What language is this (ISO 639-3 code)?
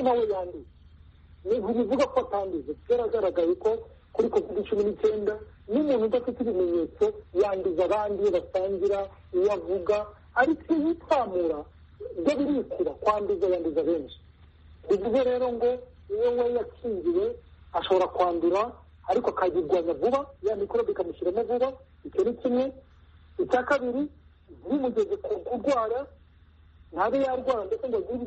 kin